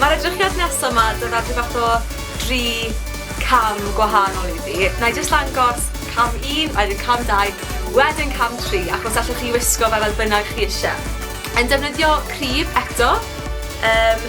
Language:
Welsh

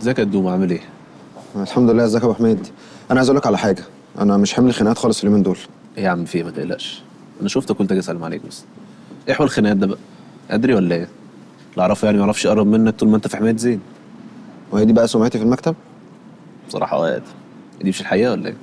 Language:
Egyptian Arabic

